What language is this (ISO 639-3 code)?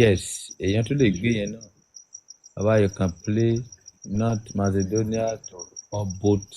yor